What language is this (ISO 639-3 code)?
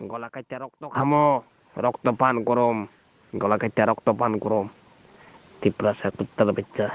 ria